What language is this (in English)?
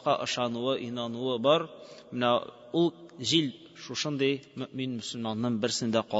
Tatar